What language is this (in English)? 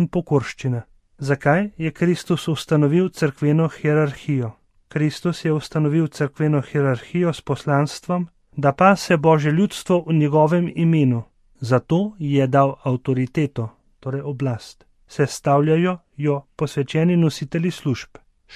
Slovenian